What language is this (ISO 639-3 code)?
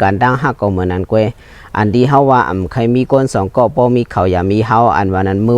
shn